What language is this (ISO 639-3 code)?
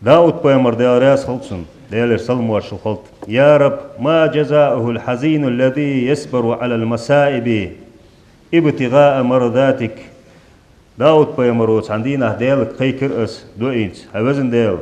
inh